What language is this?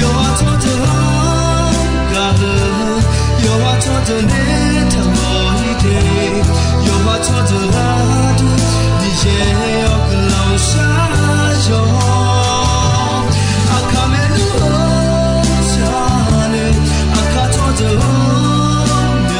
Akha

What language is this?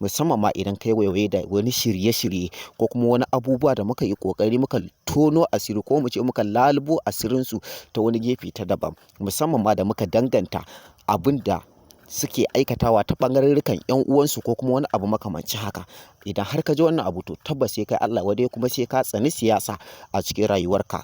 Hausa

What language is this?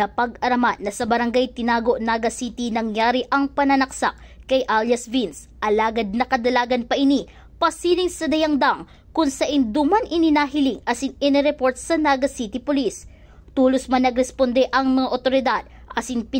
Bikol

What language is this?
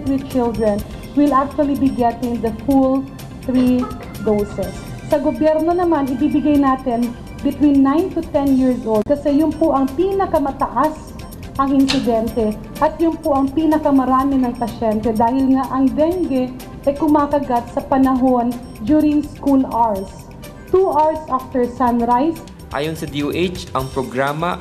Filipino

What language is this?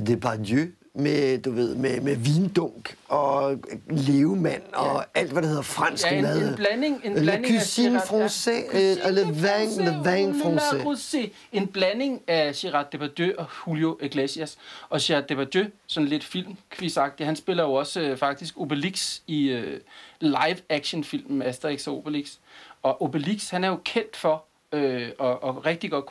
Danish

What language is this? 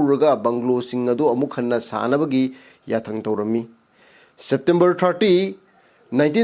Manipuri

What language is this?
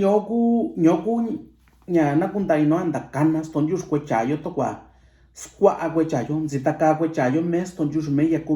Mixtepec Mixtec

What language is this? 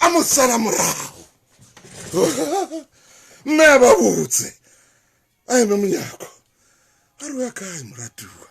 Southern Sotho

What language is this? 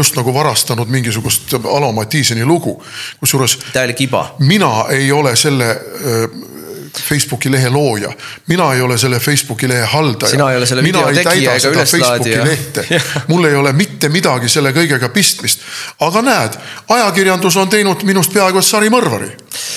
Estonian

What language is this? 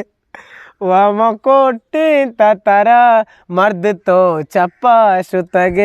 Eastern Balochi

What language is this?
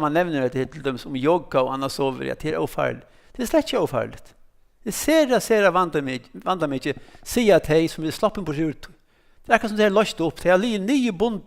Faroese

